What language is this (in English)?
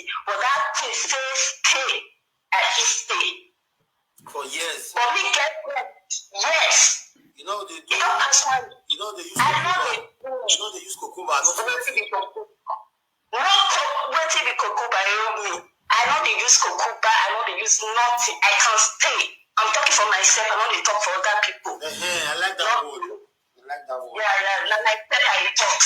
Nigerian Pidgin